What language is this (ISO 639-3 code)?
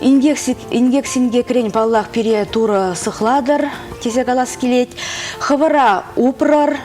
chv